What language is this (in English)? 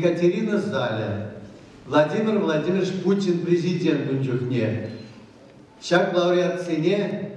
Chuvash